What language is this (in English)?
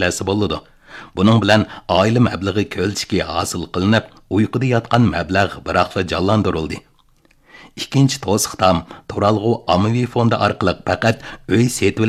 Uyghur